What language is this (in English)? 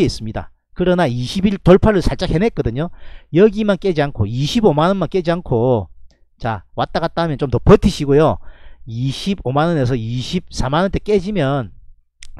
Korean